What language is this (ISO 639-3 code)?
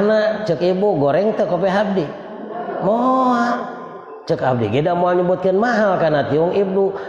sun